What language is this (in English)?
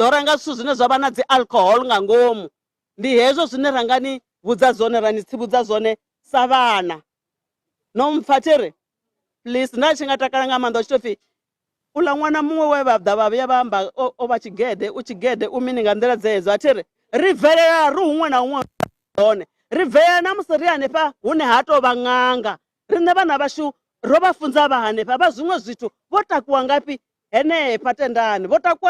Venda